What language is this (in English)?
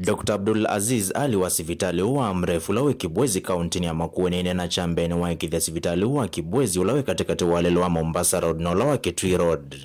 Kamba